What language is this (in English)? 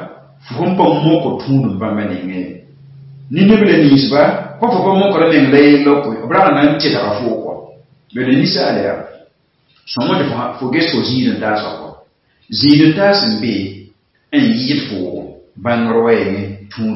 Mossi